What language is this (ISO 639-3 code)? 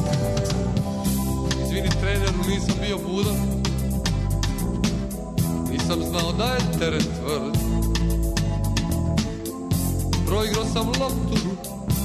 srp